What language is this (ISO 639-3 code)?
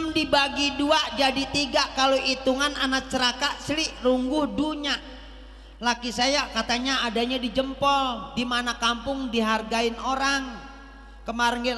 bew